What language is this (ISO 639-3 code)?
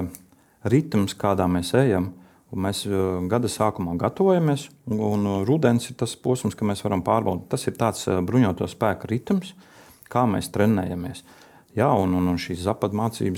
lav